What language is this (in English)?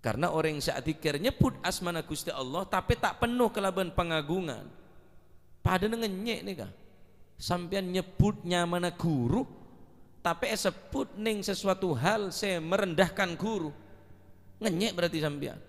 Madurese